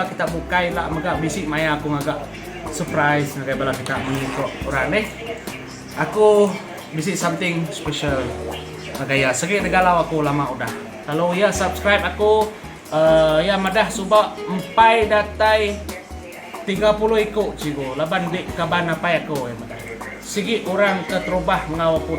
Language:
Iban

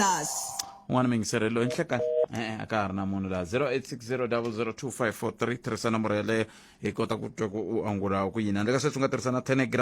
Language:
Tsonga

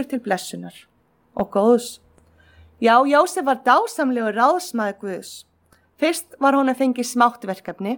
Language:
Icelandic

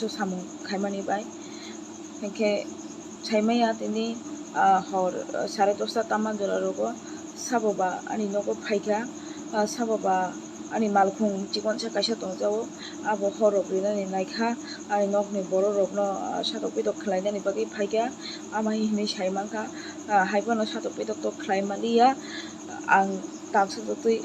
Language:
Kok Borok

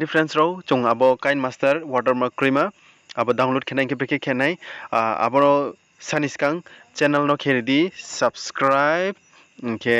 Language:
Riang (India)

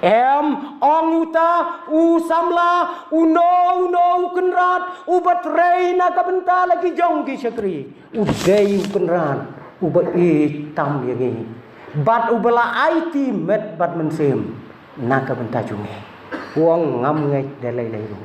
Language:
Khasi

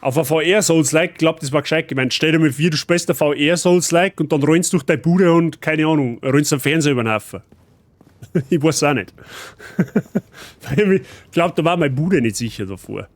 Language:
Bavarian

